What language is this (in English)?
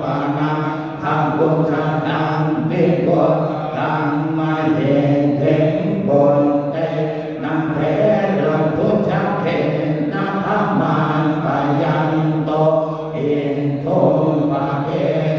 Pali